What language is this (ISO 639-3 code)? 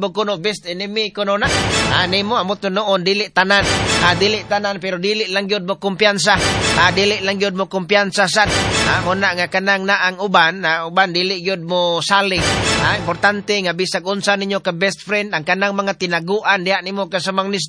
ceb